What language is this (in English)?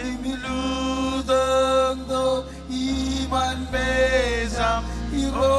Marshallese